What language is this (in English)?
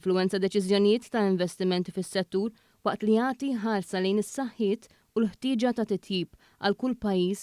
Maltese